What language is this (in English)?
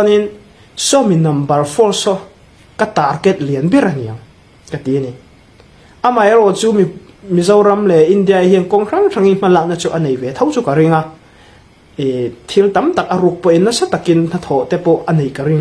Hmar